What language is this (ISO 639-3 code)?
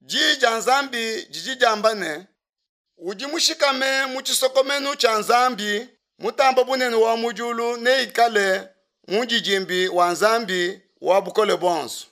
lua